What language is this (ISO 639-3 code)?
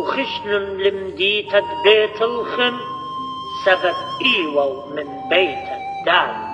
aii